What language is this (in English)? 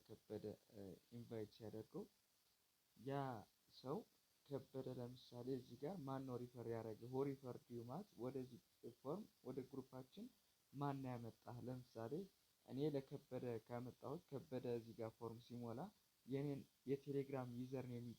Amharic